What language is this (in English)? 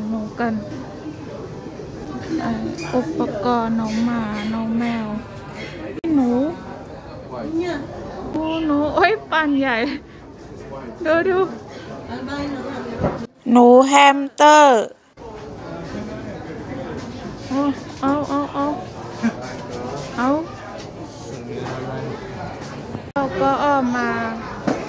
Thai